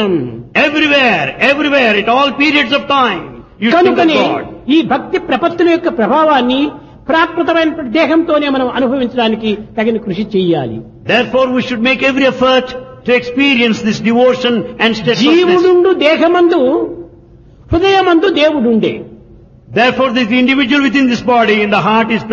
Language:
Telugu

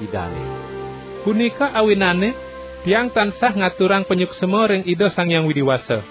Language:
Balinese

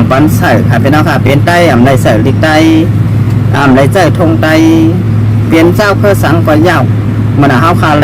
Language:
Shan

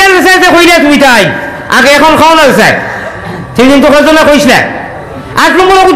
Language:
Sylheti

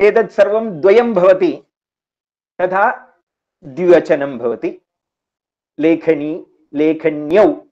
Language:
Sanskrit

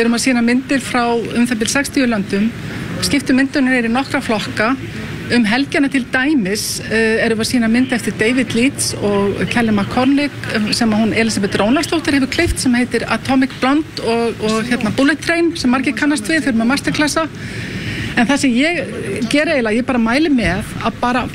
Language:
Icelandic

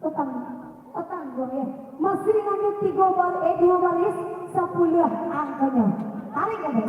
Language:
Minangkabau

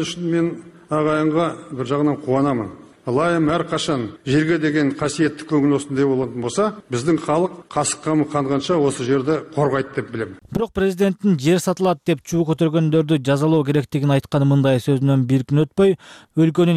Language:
Kyrgyz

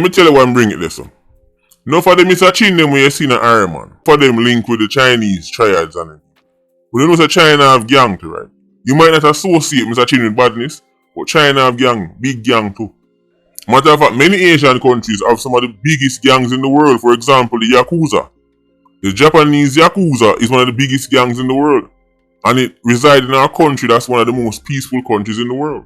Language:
Jamaican Creole English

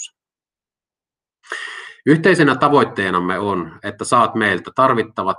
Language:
Finnish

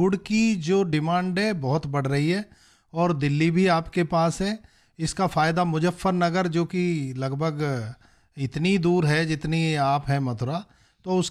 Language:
Hindi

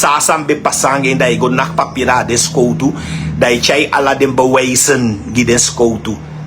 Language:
Sranan Tongo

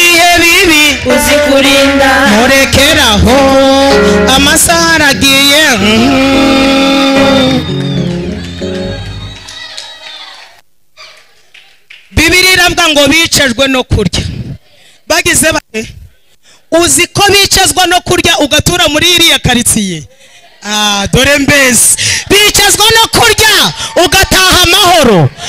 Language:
Kinyarwanda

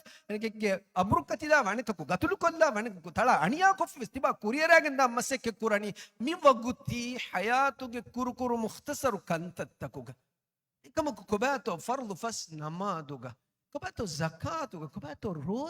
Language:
Divehi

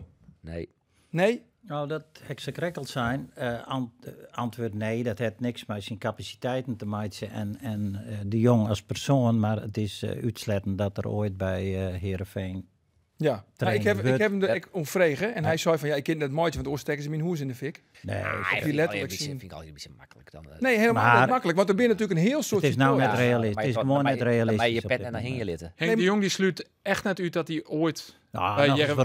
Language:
Western Frisian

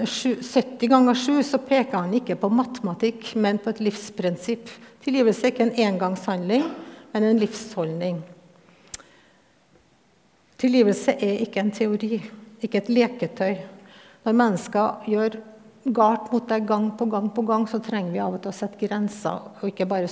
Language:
Norwegian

